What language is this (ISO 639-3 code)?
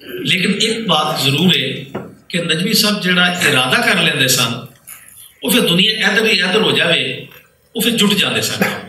lah